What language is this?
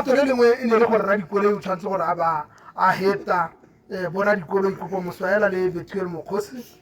Tswana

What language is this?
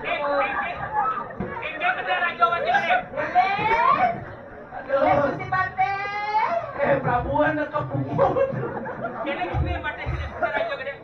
Balinese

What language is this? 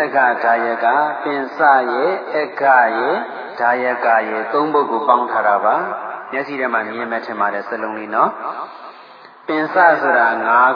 Burmese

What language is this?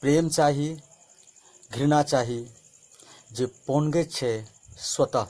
Maithili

